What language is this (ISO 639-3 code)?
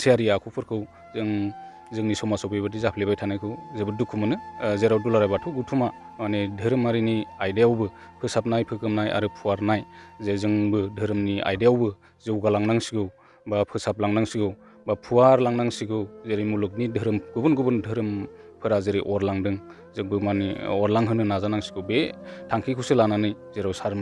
brx